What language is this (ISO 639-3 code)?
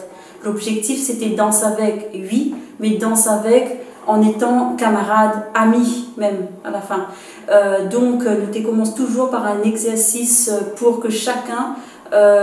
rcf